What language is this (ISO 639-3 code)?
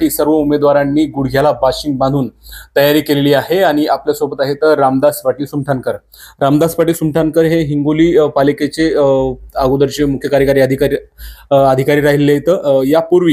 mar